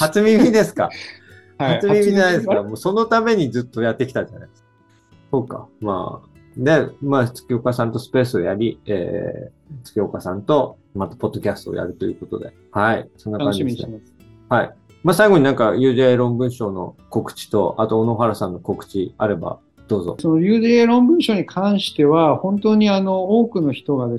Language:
Japanese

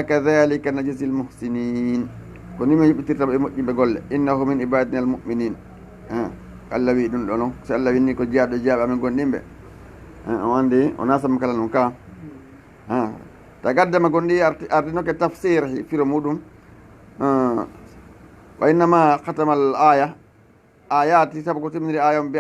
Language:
Fula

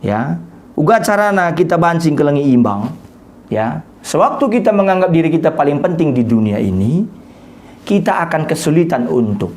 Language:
Batak Karo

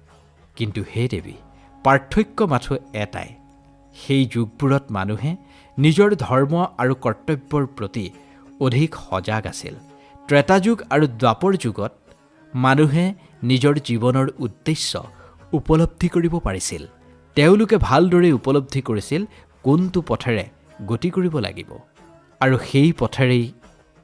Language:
Assamese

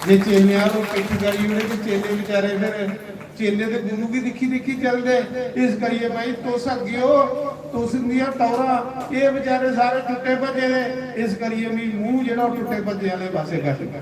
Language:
Dogri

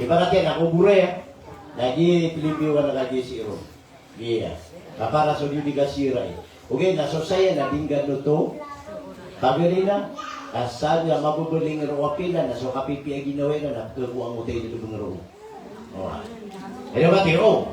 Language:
Maranao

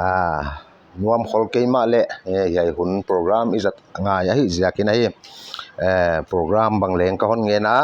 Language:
Paite Chin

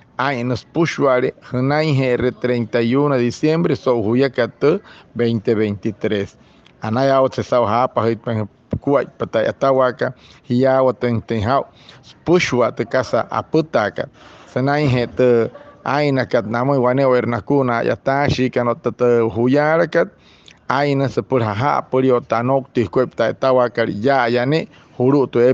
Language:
Wayuu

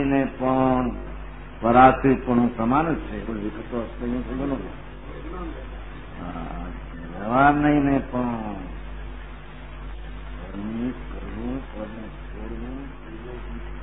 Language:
Gujarati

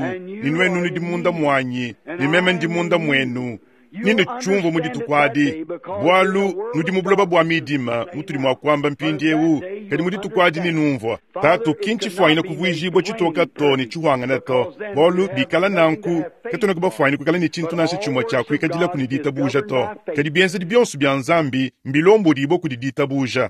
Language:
Luba-Lulua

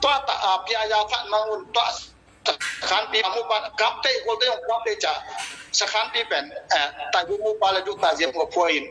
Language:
Tedim Chin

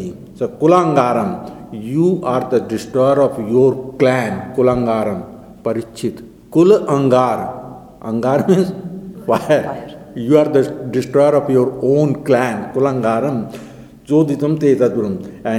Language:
English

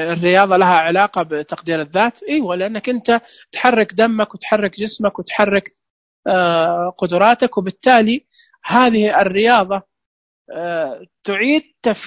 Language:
Najdi Arabic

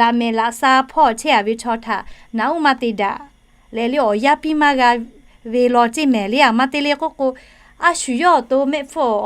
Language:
Lahu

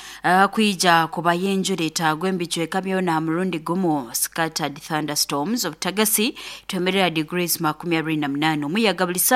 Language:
Nyoro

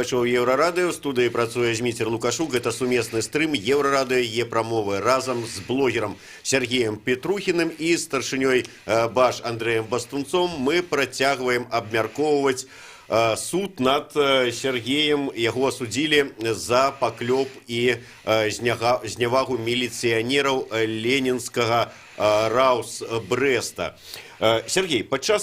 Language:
Belarusian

